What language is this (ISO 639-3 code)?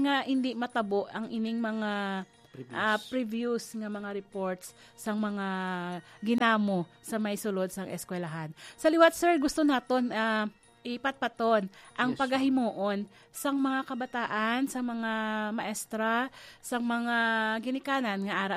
hil